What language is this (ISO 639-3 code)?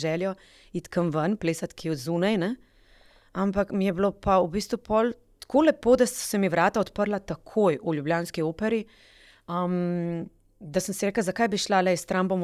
slv